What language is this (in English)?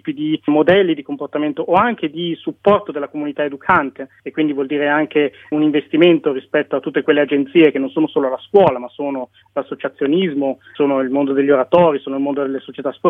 Italian